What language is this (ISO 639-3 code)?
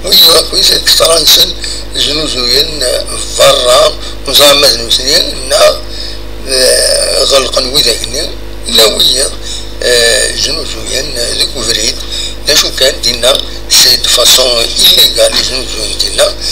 kab